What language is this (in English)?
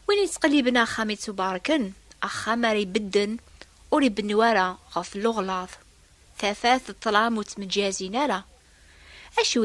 Kabyle